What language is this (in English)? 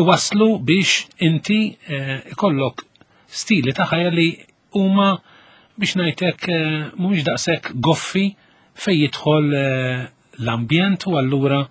Maltese